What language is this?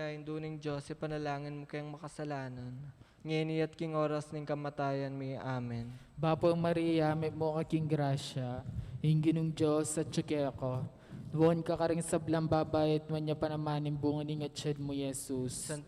Pampanga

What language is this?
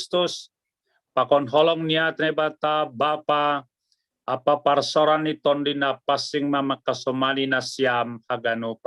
Batak Simalungun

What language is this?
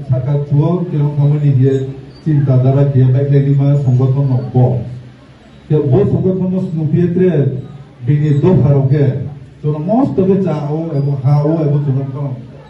Riang (India)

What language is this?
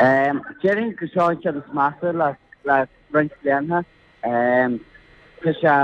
Irish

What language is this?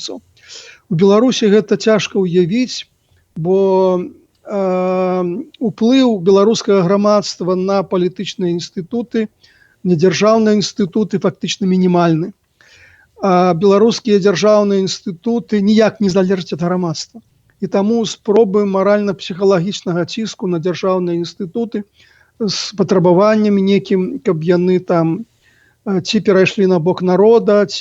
Belarusian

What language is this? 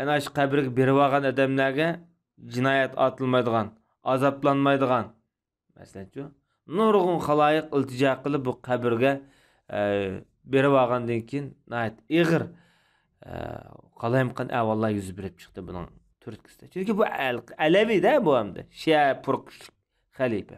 Uyghur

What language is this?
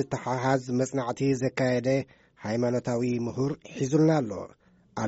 Tigrinya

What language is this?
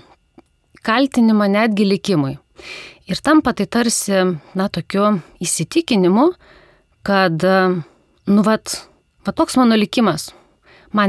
Lithuanian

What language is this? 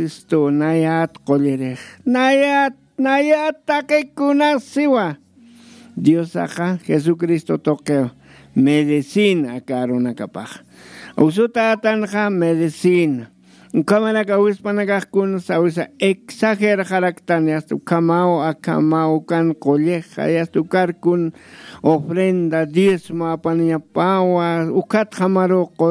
Aymara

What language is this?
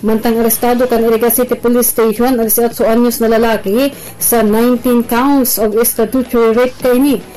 Bikol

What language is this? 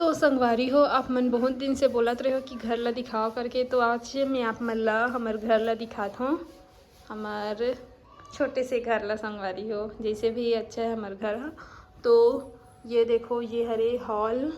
Chhattisgarhi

